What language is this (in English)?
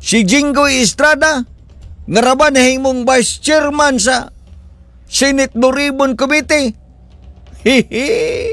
Cebuano